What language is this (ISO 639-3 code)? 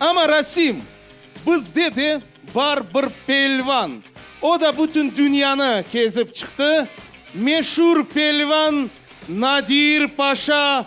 crh